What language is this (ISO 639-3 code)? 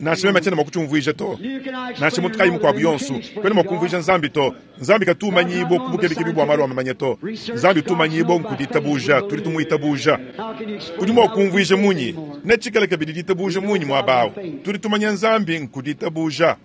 lua